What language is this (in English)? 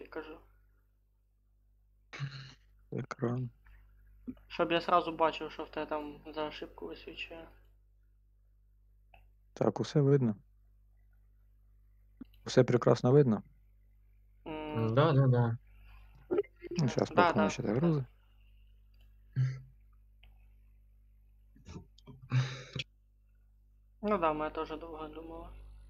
Ukrainian